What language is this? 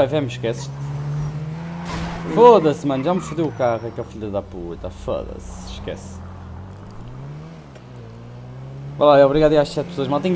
Portuguese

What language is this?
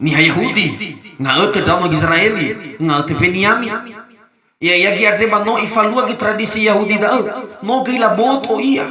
Nias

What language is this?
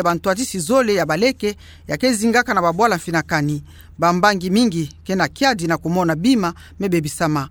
Kituba (Democratic Republic of Congo)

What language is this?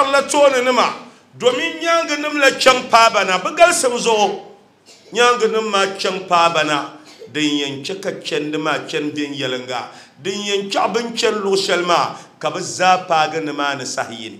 Dagbani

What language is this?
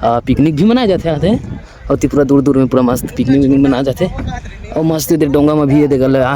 Chhattisgarhi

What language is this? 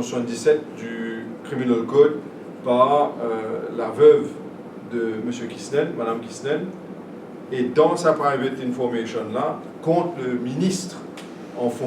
Morisyen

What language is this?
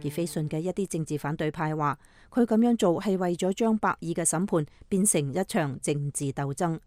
Cantonese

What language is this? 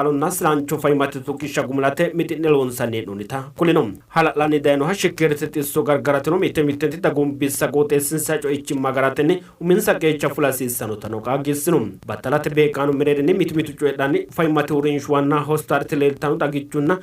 Sidamo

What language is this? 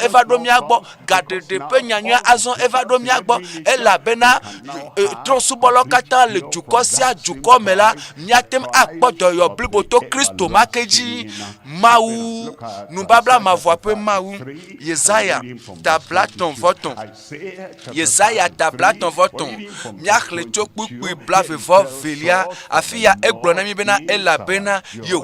Ewe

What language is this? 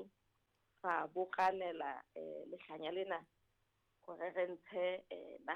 Southern Sotho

